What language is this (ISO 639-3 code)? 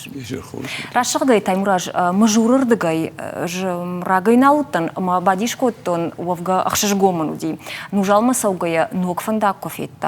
oss